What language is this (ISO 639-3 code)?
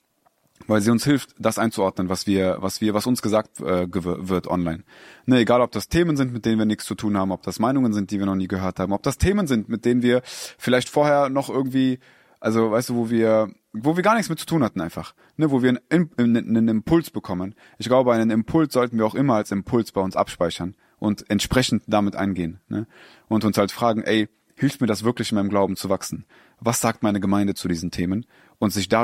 deu